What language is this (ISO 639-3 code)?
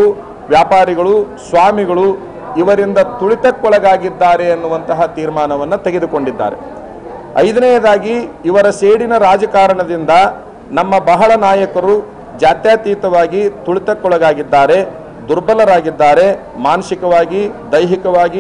kan